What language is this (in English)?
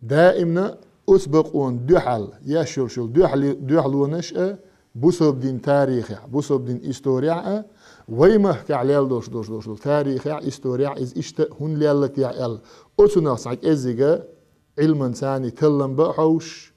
Chechen